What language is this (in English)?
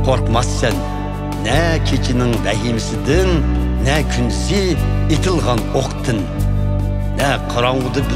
Uyghur